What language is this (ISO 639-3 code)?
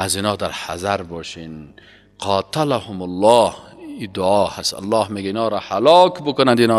fas